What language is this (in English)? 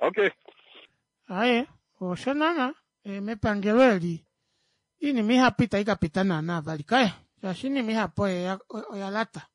Kuanyama